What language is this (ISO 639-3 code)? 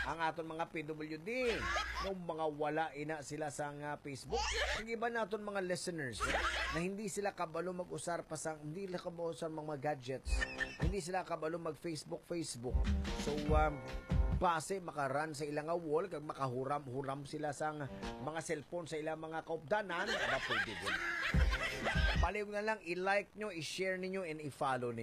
hil